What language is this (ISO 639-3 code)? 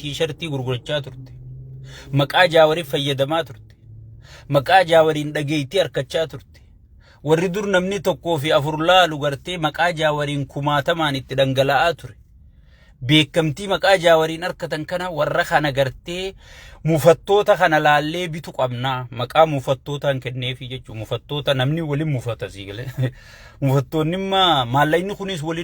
orm